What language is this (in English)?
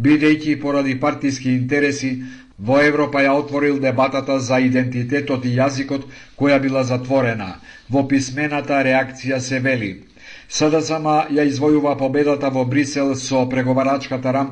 Macedonian